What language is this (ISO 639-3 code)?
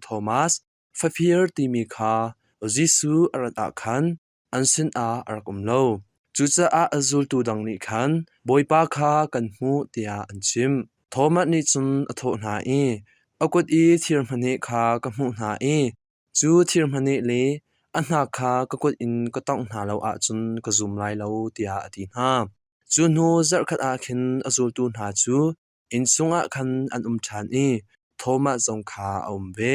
cnh